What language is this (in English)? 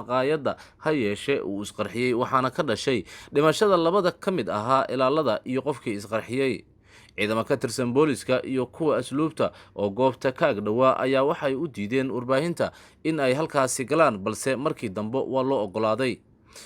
Somali